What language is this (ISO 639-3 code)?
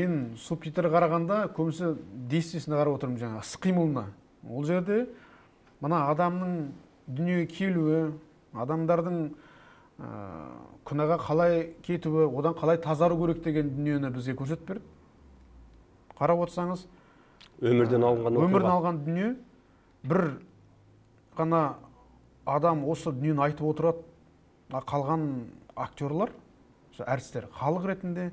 kaz